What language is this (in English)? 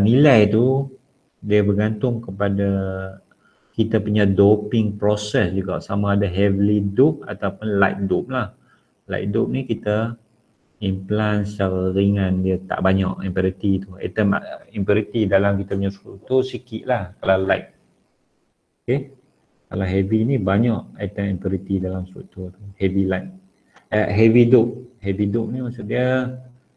Malay